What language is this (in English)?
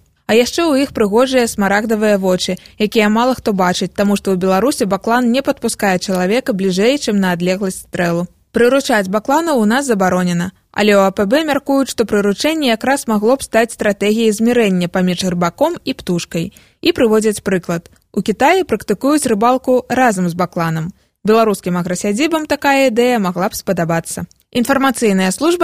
Belarusian